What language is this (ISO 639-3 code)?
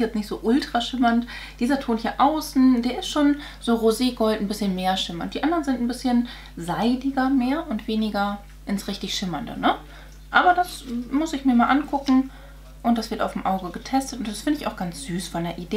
deu